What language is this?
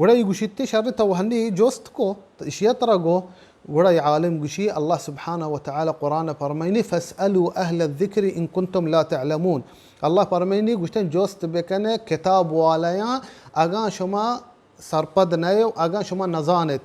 Baluchi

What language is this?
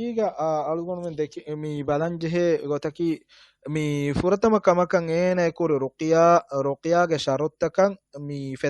Divehi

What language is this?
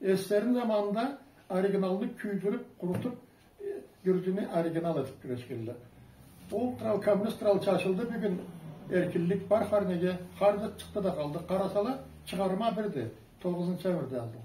Karachay-Balkar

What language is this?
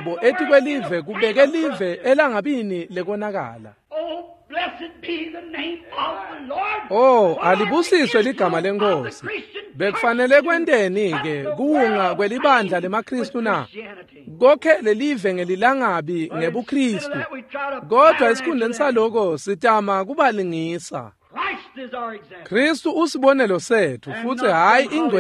Swati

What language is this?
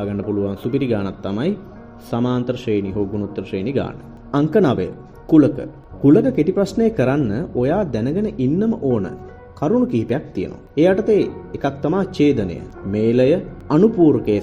Sinhala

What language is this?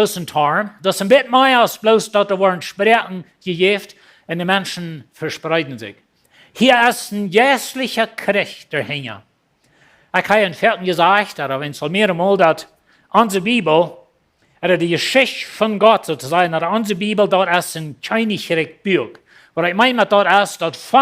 Plautdietsch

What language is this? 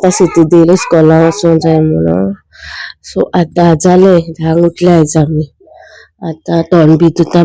Konkani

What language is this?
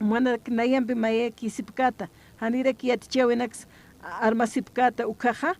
Aymara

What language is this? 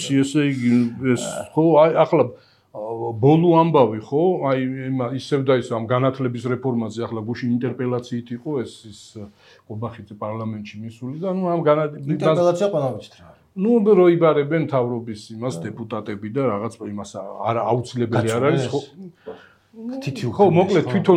Georgian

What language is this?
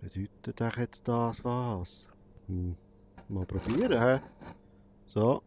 Swiss German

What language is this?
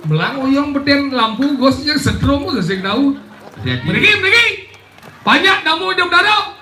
Balinese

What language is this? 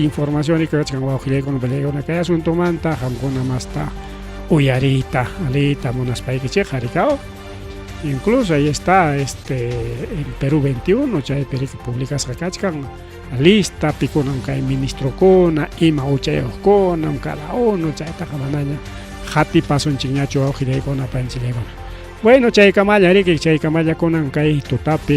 Ayacucho Quechua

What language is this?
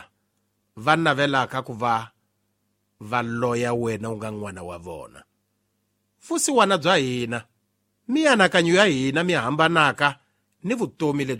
Tsonga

